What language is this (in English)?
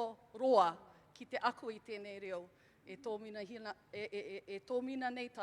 Māori